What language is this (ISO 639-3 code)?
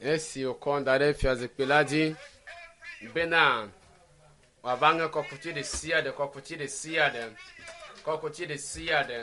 ewe